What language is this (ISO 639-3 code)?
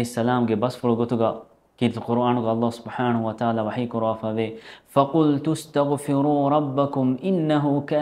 div